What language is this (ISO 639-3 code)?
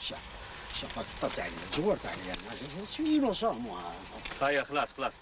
arq